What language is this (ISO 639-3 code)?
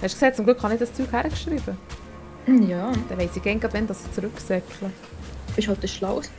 gsw